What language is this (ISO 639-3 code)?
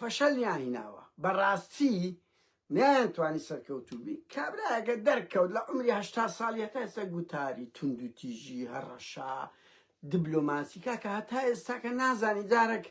ckb